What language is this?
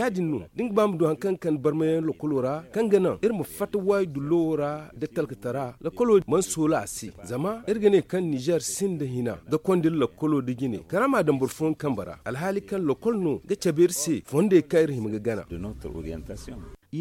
Zarma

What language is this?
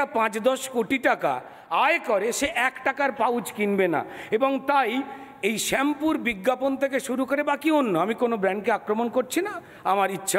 Bangla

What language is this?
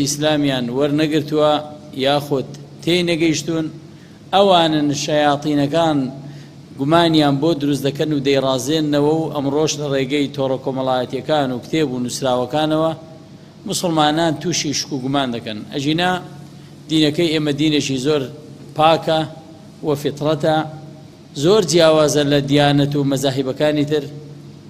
Central Kurdish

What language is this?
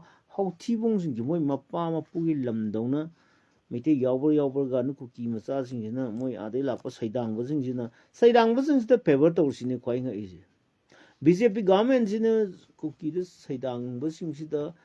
Manipuri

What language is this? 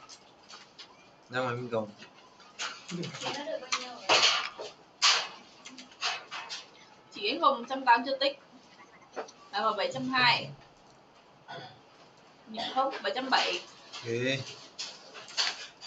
Vietnamese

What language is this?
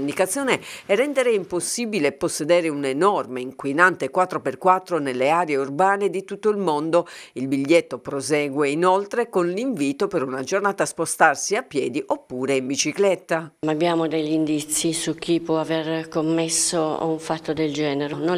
Italian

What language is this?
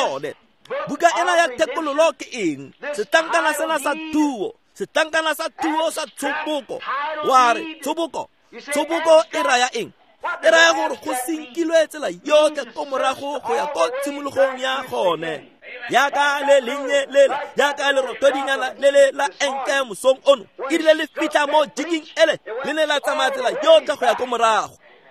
Tswana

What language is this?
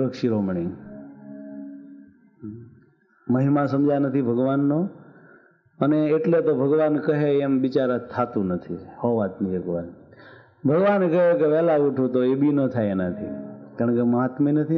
Gujarati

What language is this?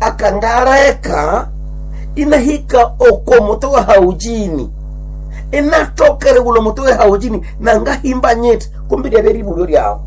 Nande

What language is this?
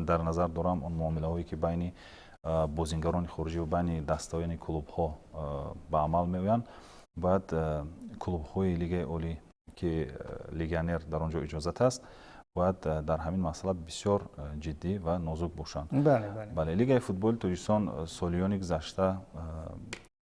Tajik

